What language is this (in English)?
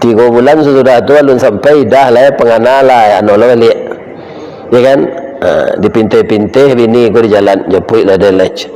Minangkabau